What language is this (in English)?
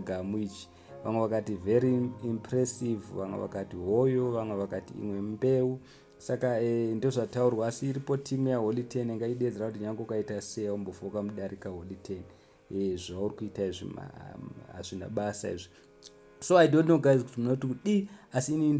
Shona